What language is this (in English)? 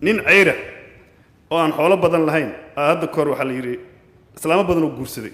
Somali